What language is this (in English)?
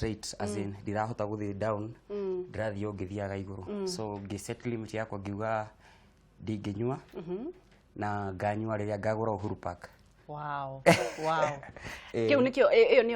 Kikuyu